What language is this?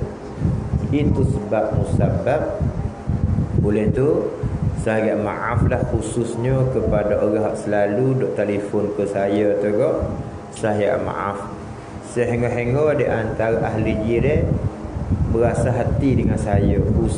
Malay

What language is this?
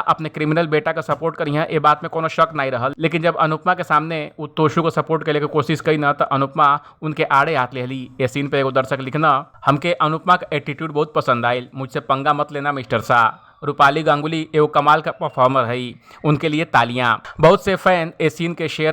Bhojpuri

